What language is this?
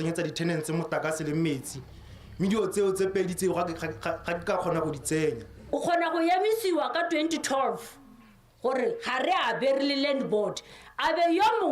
Tswana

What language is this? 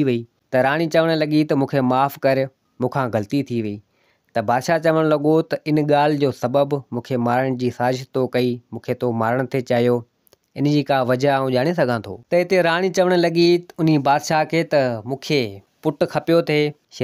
Sindhi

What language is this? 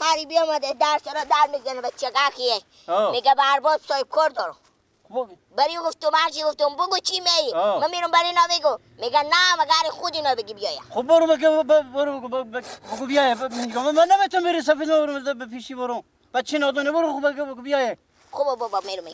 Persian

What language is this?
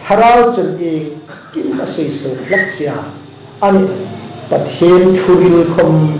Hmar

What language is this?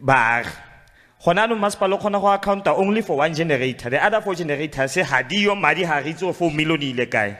Tswana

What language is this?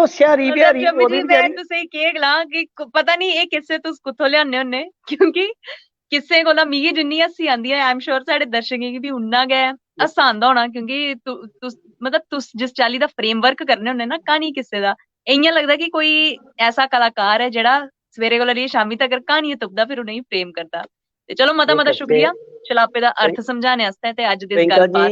Dogri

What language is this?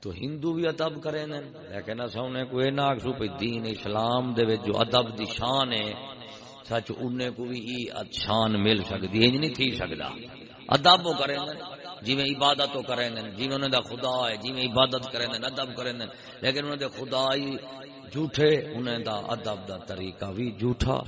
Saraiki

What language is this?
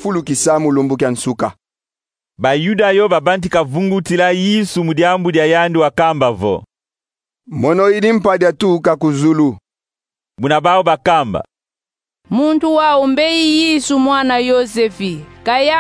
Kongo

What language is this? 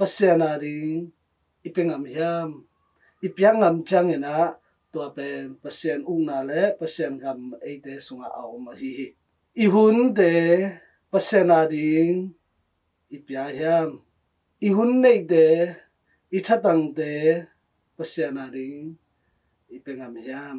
Tedim Chin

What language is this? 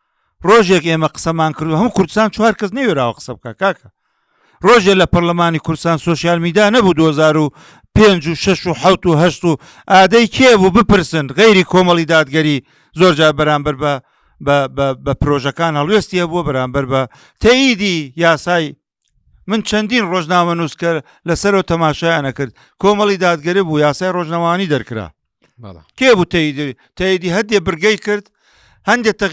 Central Kurdish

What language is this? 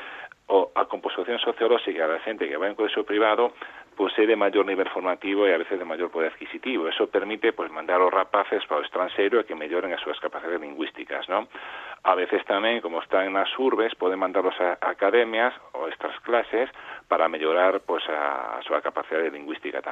Galician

